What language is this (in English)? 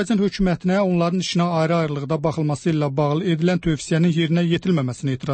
Azerbaijani